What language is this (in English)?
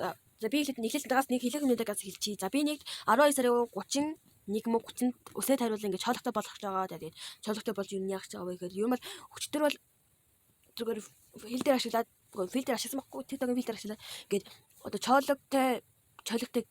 Mongolian